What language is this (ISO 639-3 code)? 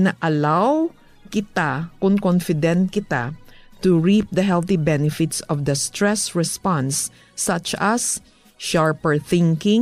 hil